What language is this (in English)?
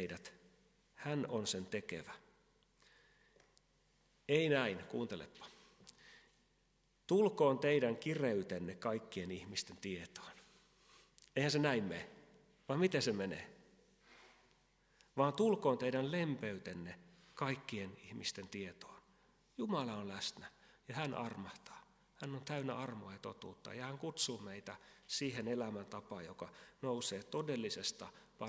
Finnish